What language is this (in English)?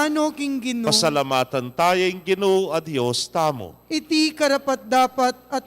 Pampanga